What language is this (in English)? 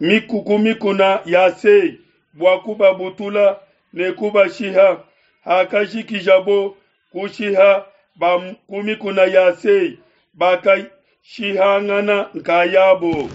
Luba-Lulua